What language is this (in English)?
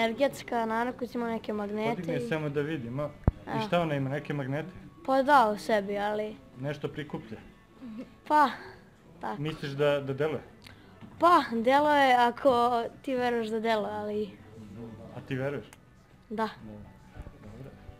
Serbian